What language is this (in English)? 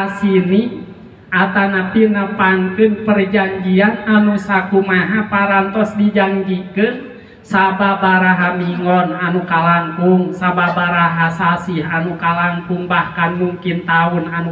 Sundanese